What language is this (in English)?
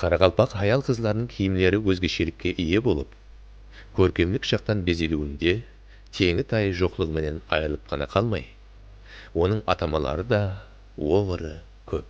Kara-Kalpak